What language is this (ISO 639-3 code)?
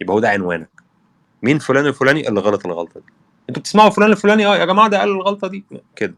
arz